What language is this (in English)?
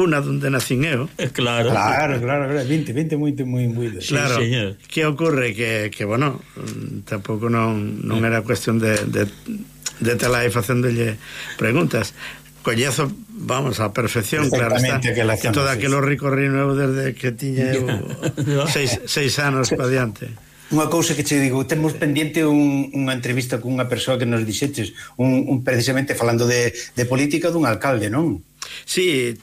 Galician